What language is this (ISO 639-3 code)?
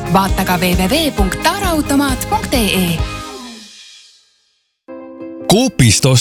est